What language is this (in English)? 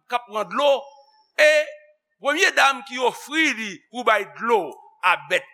Haitian Creole